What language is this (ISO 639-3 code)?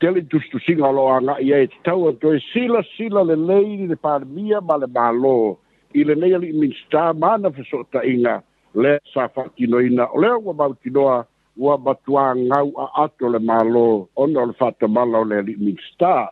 smo